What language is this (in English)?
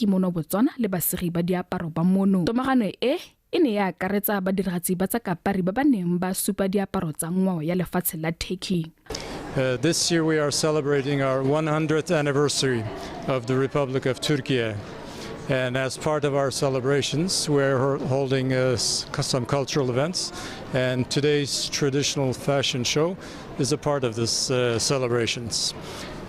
Tswana